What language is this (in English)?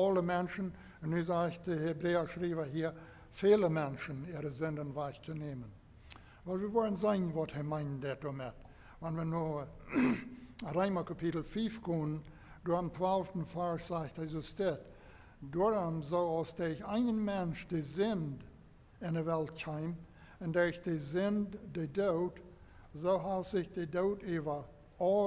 Plautdietsch